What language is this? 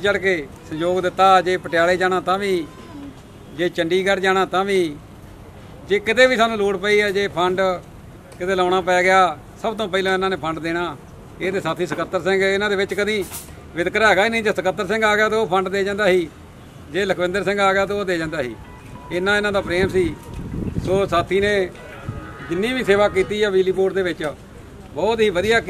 Punjabi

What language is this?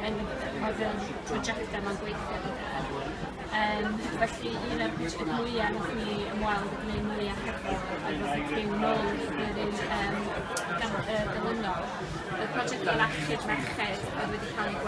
Welsh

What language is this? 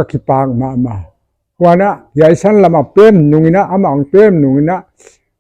Paite Chin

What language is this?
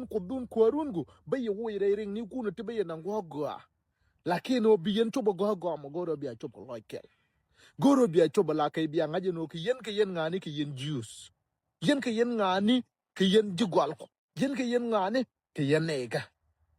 Nuer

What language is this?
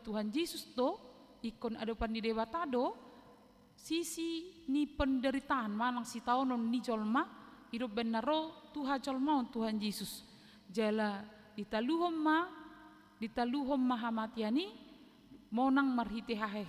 Batak Toba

